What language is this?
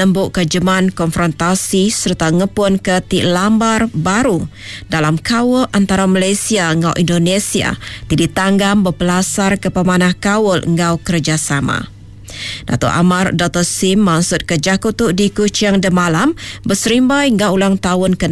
Iban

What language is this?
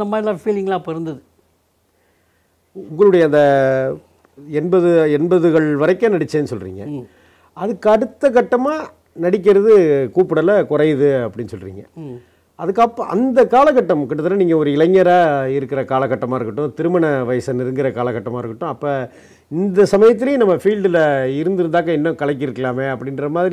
Tamil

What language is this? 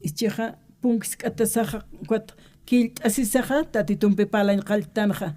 Aymara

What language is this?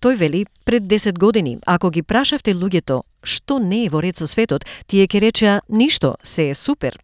Macedonian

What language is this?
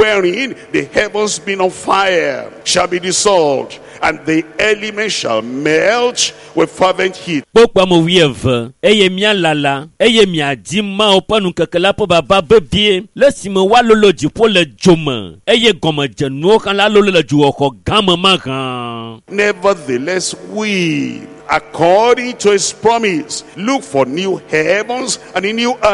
Ewe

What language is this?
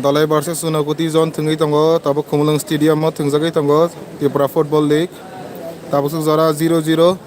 Kok Borok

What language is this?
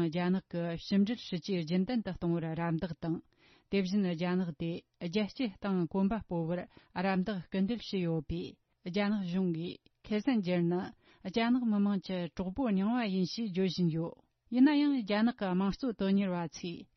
Tibetan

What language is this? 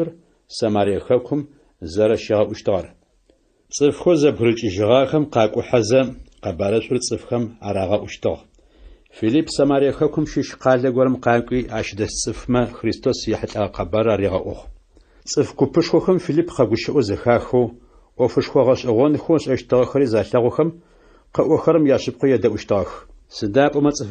Adyghe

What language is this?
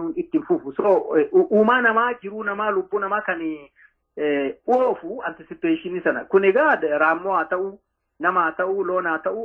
Oromo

